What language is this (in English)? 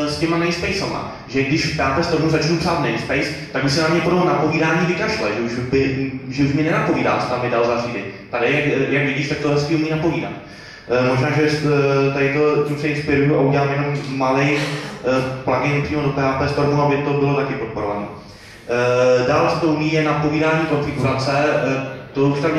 Czech